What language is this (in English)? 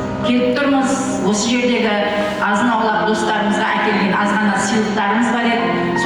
Kara-Kalpak